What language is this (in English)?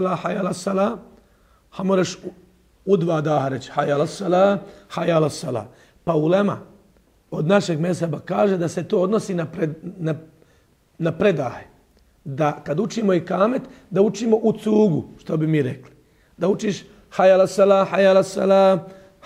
Bosnian